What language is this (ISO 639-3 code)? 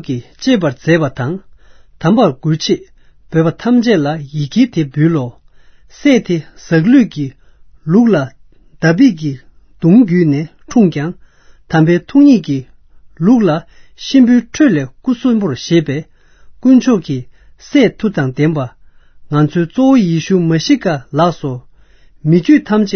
bod